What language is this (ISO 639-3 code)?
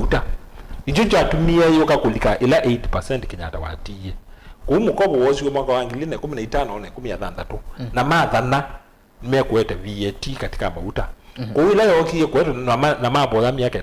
kam